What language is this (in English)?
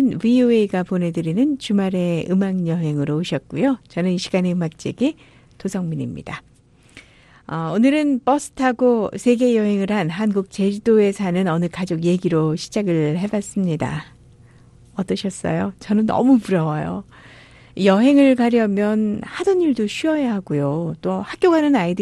Korean